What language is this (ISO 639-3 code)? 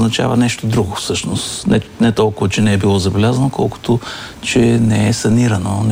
bul